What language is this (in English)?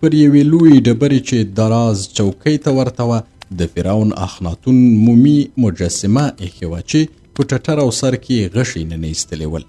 Pashto